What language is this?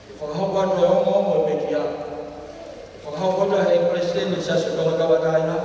Tongan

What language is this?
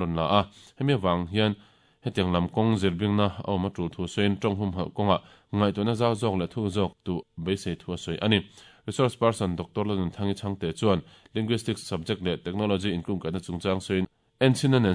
Mizo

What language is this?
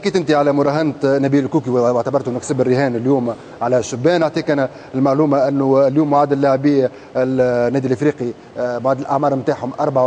Tunisian Arabic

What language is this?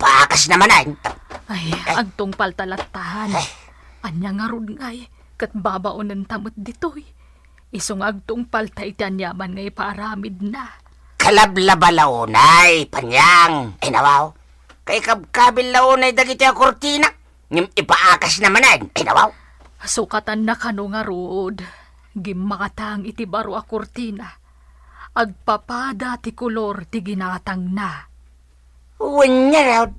Iloko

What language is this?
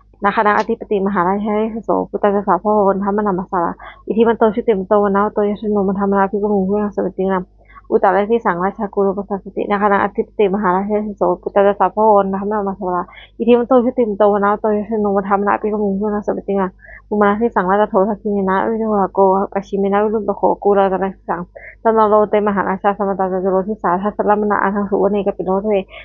Pali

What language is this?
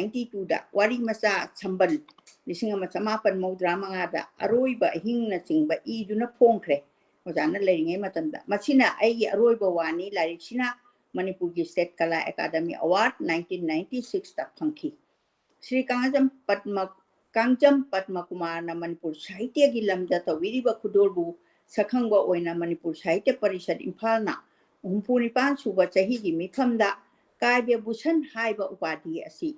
Manipuri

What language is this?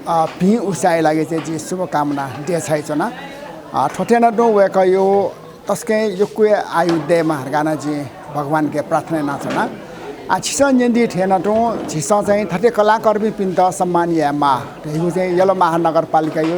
Newari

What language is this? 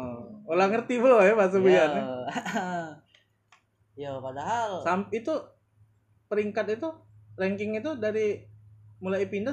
Indonesian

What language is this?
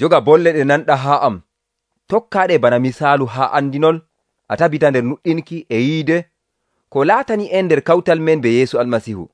Nigerian Fulfulde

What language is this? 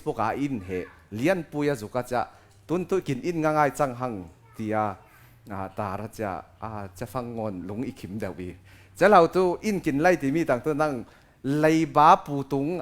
Falam Chin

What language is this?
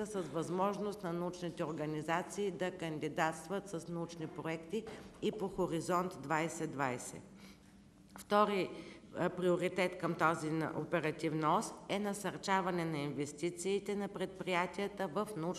Bulgarian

